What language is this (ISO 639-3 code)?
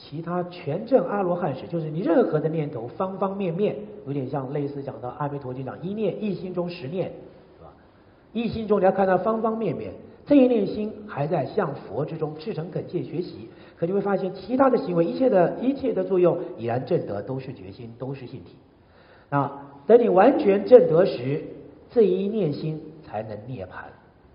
zho